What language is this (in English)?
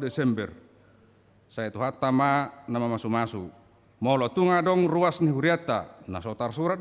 Batak Toba